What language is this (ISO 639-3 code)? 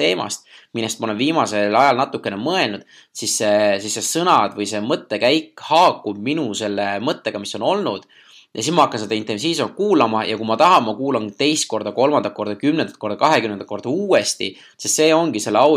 est